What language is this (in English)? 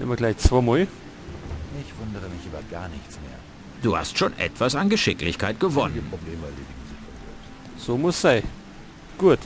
Bavarian